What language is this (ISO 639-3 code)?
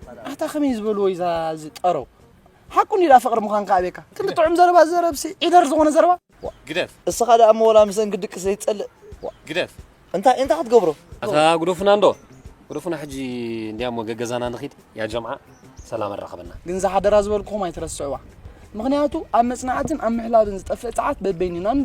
tir